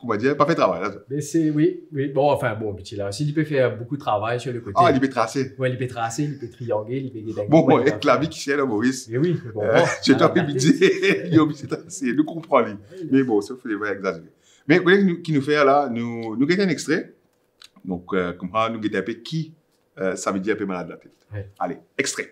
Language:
Morisyen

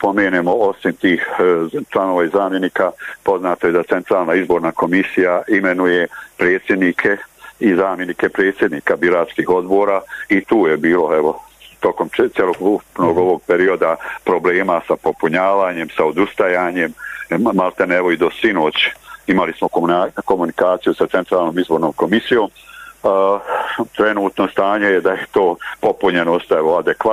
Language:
Bosnian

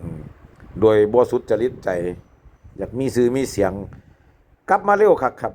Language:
Northeastern Thai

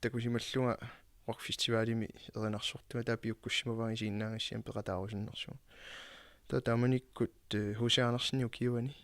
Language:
Kalaallisut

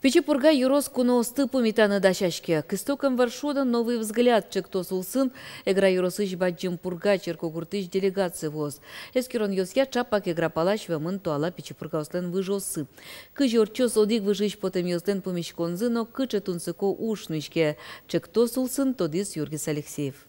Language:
Udmurt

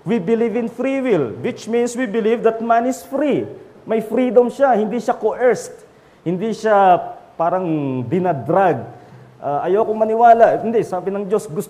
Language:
Filipino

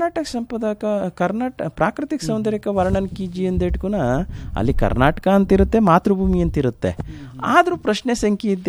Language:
Kannada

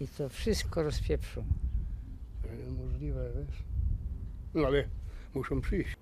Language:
Silesian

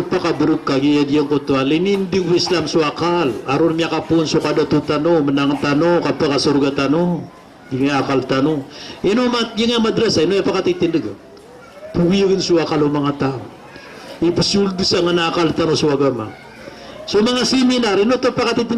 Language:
Maranao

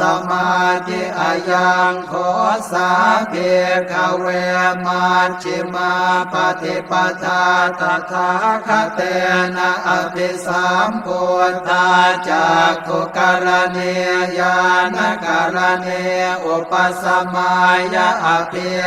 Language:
Pali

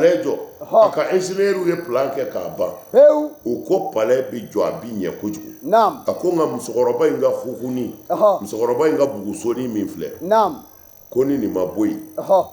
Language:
Bambara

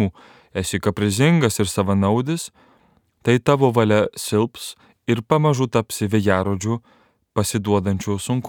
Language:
Lithuanian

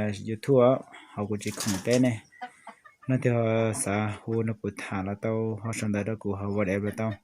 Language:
Hmong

